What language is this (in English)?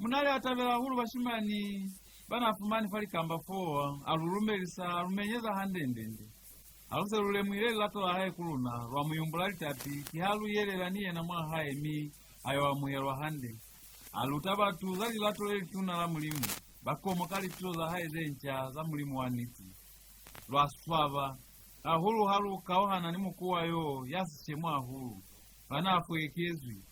Lozi